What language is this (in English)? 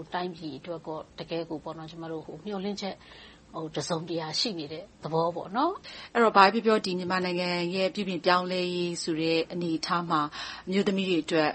Burmese